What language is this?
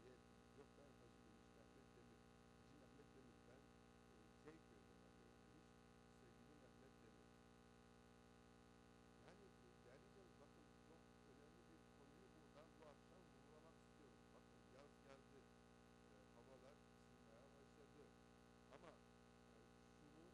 Turkish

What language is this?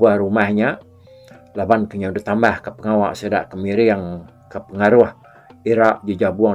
Iban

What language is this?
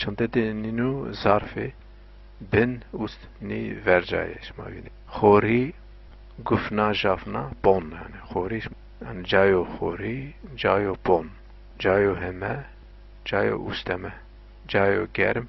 Zaza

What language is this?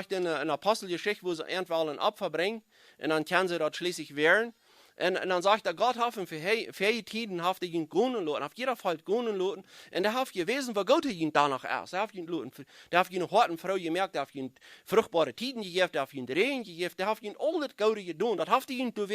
Plautdietsch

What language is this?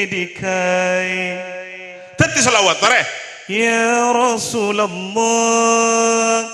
Madurese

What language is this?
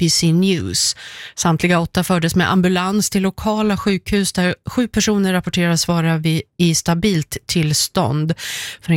Swedish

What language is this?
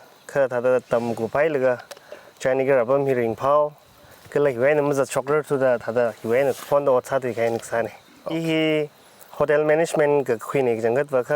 Tangkhul Naga (India)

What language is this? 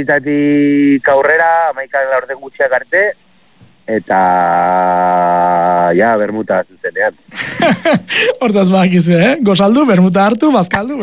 Basque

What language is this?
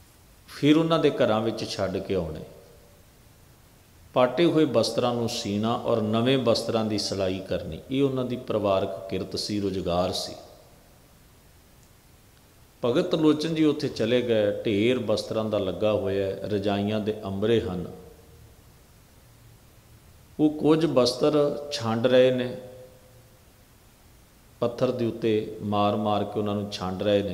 Punjabi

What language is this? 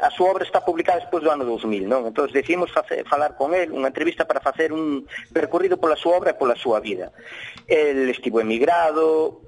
Galician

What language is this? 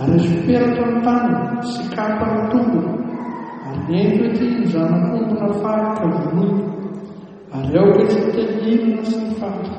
Malagasy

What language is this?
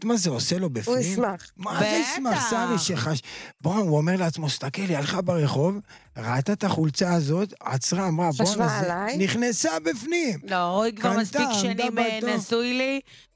Hebrew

